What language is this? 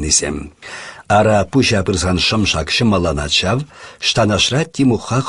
Chuvash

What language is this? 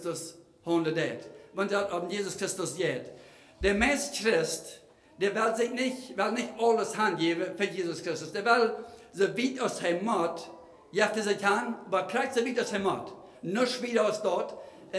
Plautdietsch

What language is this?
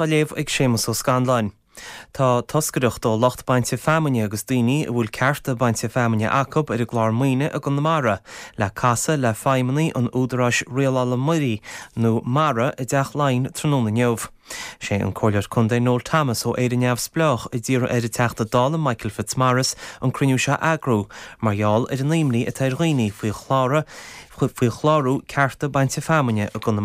Irish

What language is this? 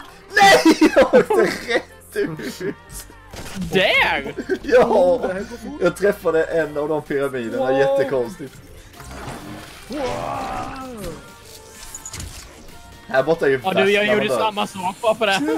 Swedish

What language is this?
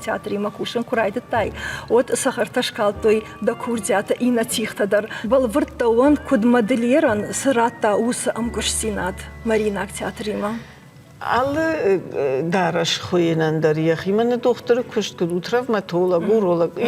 Ossetic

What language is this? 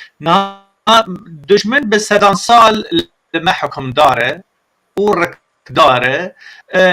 Kurdish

